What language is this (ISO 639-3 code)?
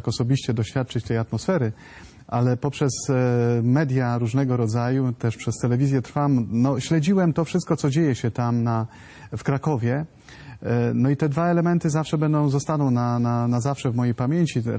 pol